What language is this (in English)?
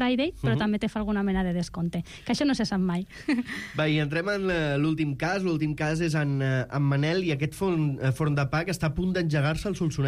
Catalan